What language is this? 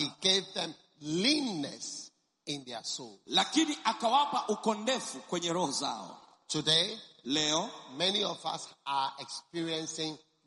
Swahili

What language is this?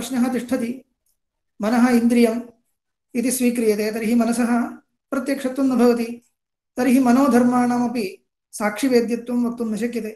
Sanskrit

